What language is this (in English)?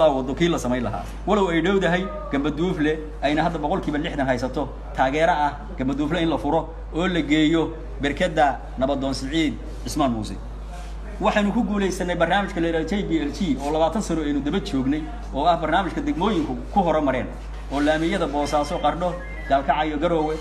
Somali